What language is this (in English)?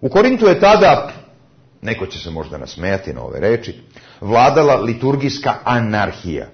Serbian